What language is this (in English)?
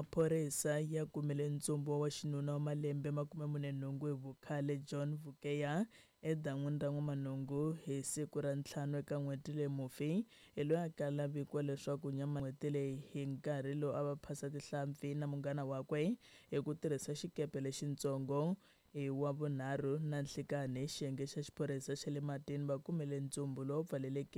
Tsonga